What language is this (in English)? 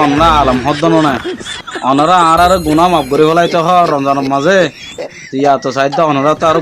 Rohingya